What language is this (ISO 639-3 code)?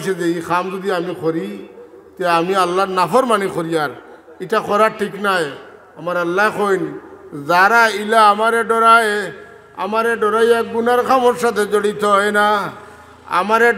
syl